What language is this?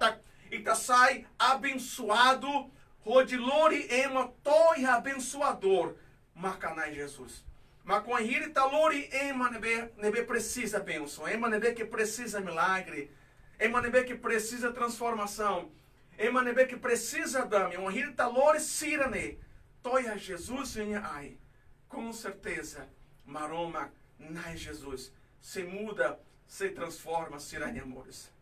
Tetum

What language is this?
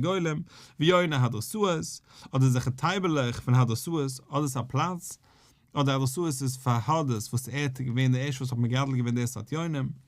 Yiddish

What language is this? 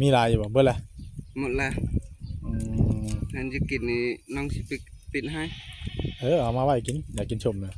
Northeastern Thai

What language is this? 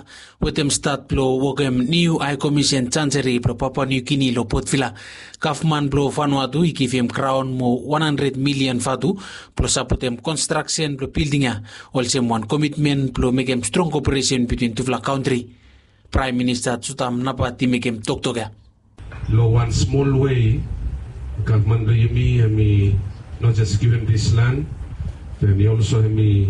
Bislama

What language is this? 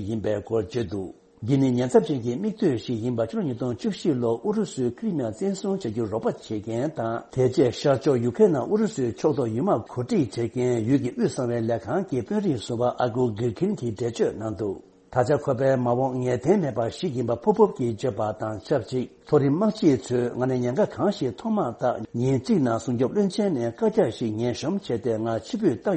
Tibetan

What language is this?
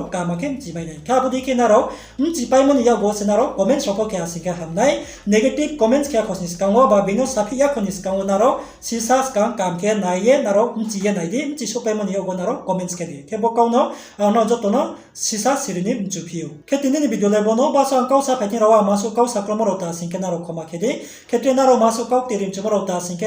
Riang (India)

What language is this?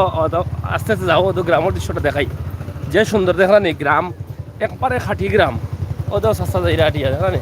Sylheti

